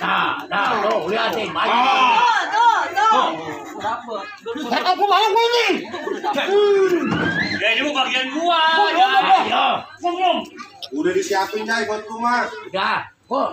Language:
Betawi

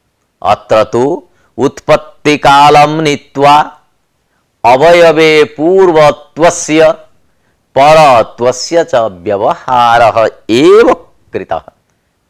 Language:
Sanskrit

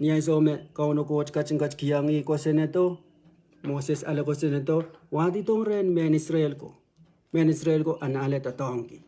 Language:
Pohnpeian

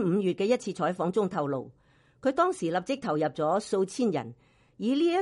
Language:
Cantonese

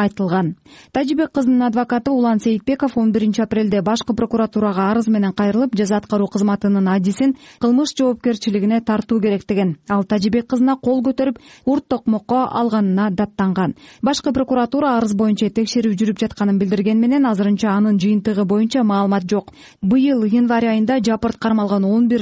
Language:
Kyrgyz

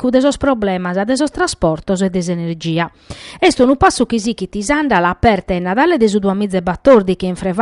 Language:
Sardinian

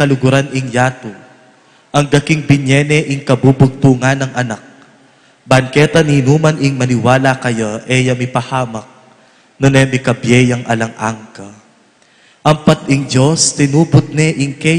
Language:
Pampanga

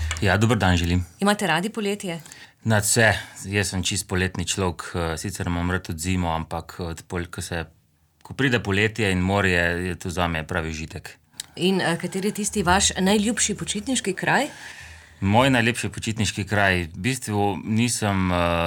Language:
Slovenian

